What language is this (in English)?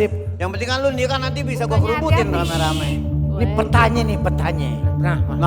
Betawi